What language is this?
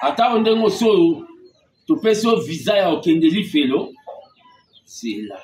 Lingala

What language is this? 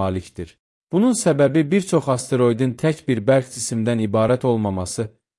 Azerbaijani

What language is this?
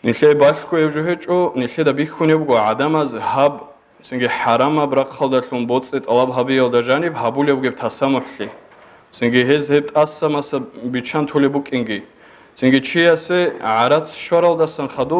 Avaric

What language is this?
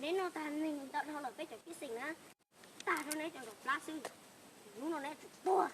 Hmong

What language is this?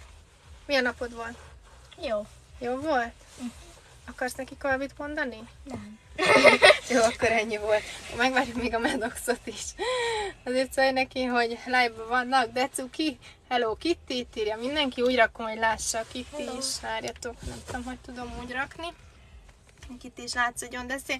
Hungarian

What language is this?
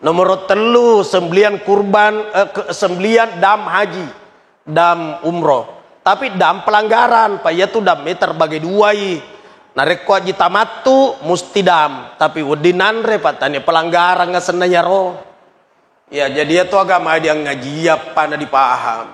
Buginese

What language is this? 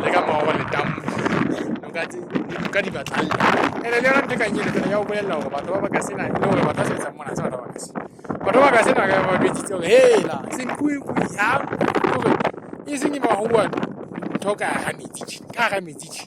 Southern Sotho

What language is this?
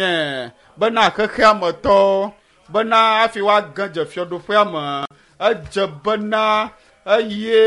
Ewe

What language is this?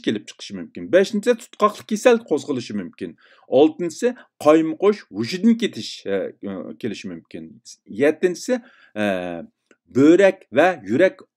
Uyghur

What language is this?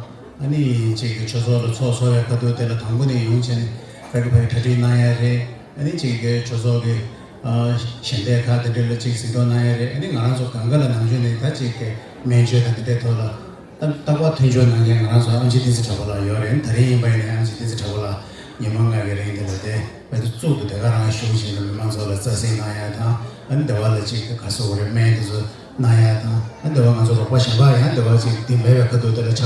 Tibetan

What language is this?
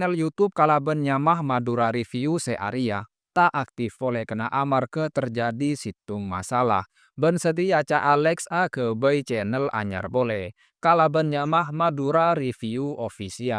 Madurese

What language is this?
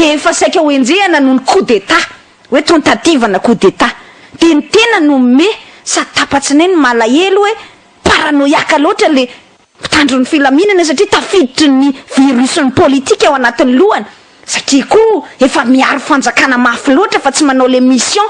Malagasy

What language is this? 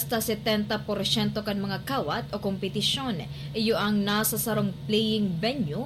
Bikol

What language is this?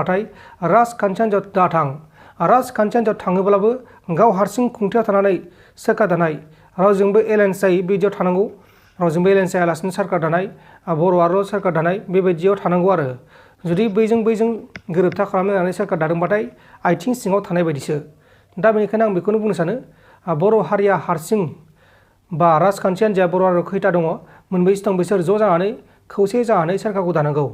Bodo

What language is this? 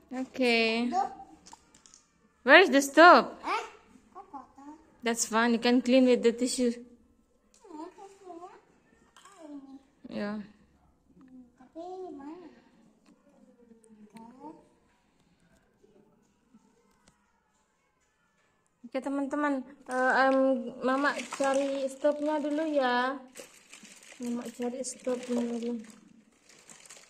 Indonesian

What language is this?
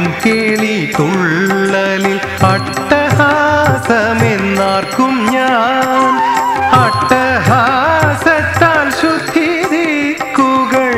Malayalam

